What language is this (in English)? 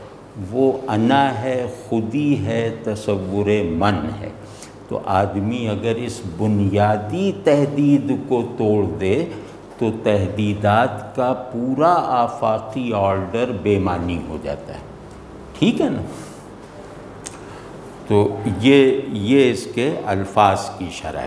Urdu